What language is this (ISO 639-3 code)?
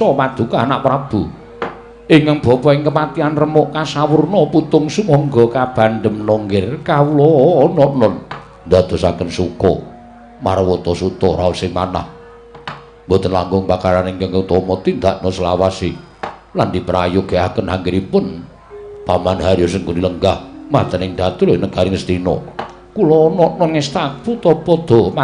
jav